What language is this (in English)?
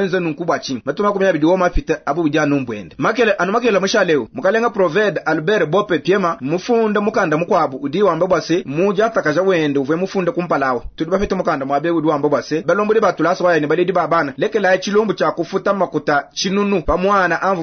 Luba-Lulua